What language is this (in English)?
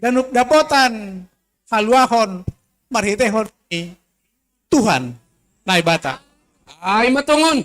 Batak Simalungun